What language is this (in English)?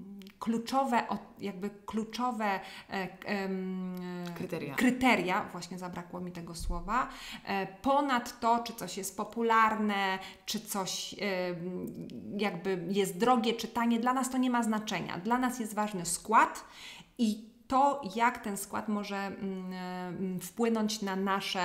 Polish